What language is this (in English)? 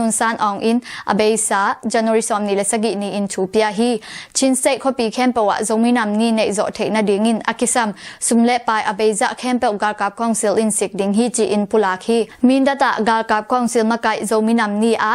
Tedim Chin